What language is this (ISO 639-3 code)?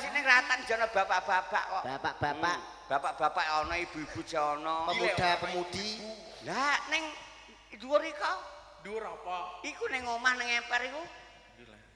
jav